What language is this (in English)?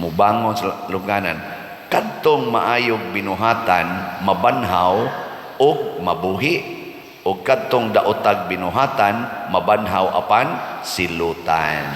Cebuano